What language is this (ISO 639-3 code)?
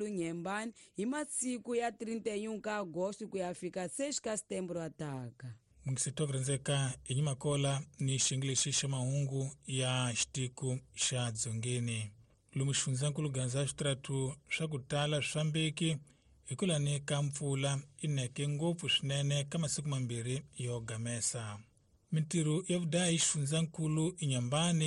tso